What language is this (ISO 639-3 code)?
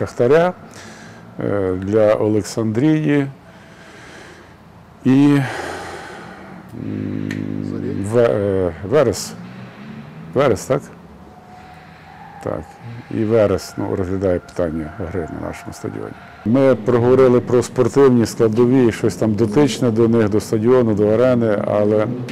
ukr